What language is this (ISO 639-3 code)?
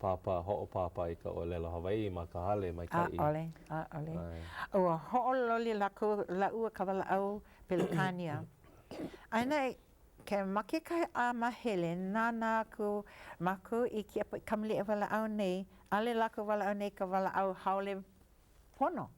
haw